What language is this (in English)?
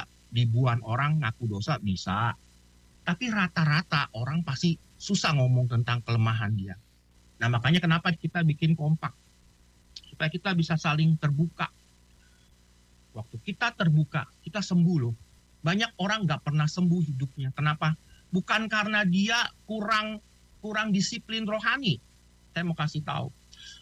Indonesian